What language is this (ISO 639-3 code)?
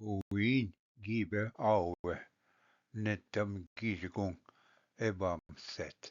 oji